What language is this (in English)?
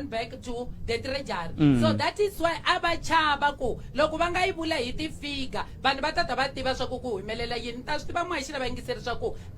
Tsonga